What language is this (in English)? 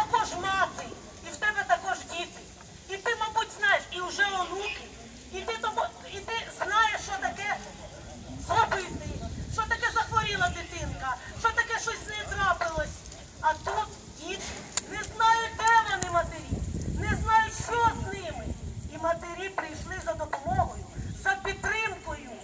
Ukrainian